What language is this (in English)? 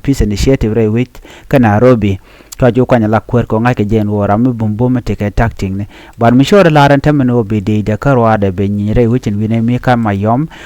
Nuer